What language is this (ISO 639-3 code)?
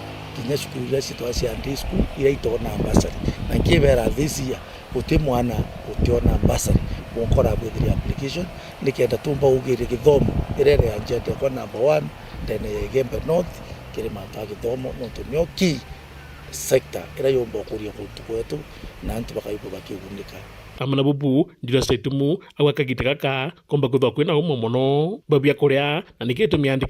mer